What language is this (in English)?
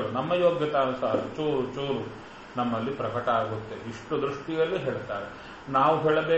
Kannada